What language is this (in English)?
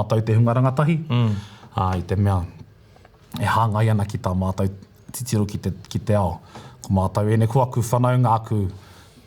Māori